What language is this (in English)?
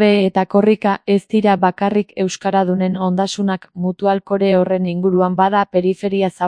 Basque